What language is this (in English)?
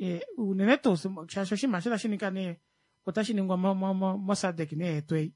Kuanyama